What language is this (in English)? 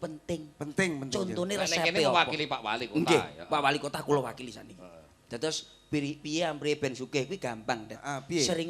Javanese